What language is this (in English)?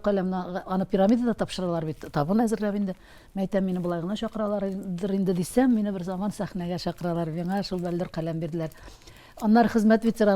Tatar